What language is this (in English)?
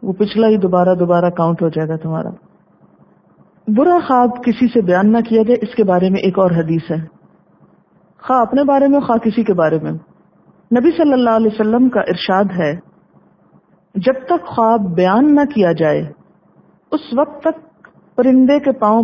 Urdu